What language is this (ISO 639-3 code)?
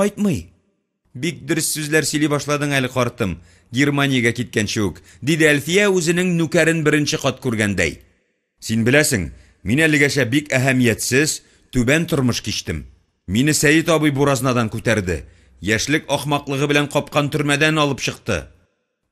tat